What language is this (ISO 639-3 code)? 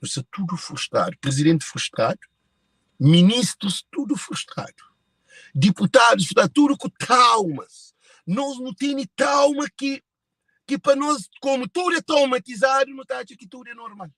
kea